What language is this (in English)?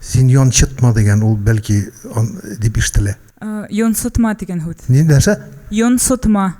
Tatar